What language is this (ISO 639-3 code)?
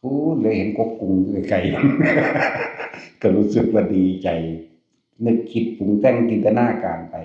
tts